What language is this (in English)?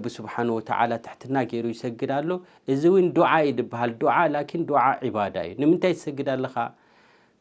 Tigrinya